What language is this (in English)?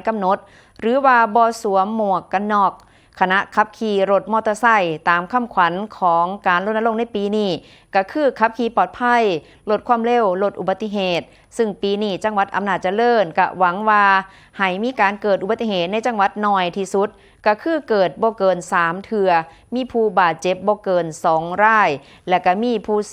Northeastern Thai